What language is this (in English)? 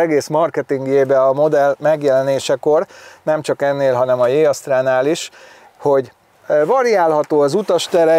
Hungarian